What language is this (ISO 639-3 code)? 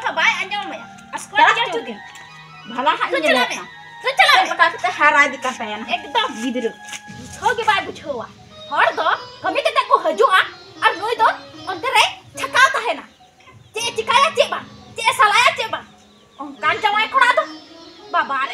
sat